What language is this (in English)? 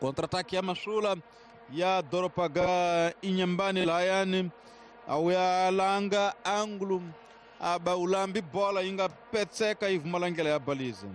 Tsonga